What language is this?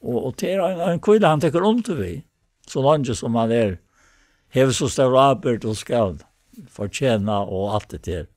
Faroese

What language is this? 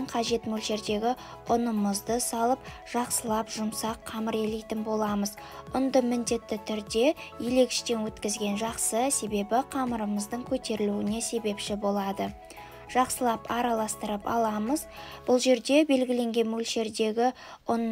Kazakh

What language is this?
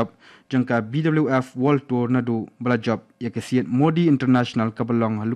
Khasi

